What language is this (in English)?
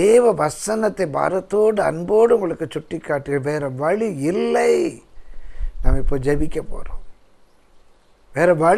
Tamil